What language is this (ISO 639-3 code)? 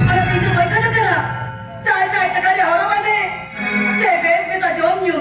sat